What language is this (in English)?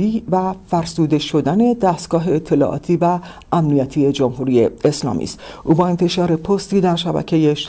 Persian